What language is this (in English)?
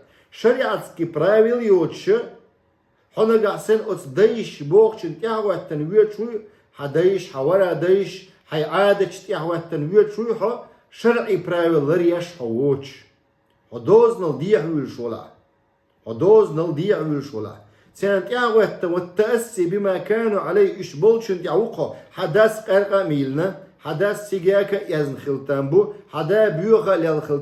Chechen